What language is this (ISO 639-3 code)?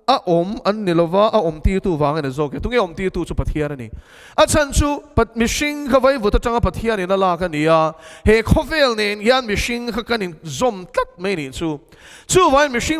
lus